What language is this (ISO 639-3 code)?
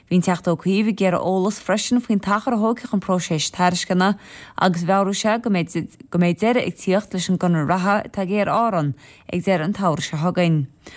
gle